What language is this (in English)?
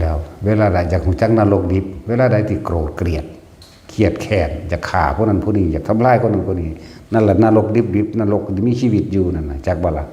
Lao